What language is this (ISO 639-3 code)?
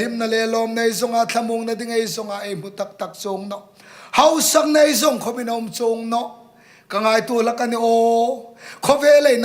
hmr